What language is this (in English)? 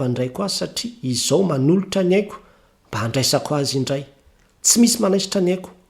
Malagasy